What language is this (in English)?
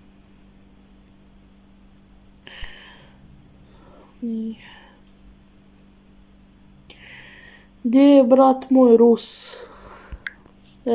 Croatian